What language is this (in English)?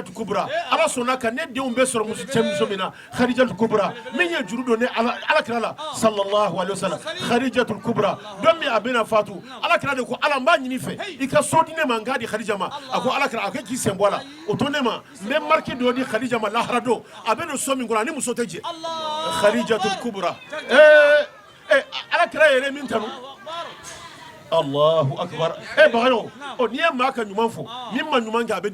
Bambara